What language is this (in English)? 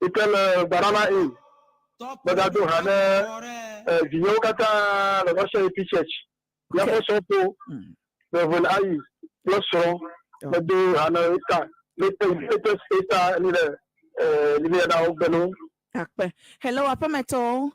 Ewe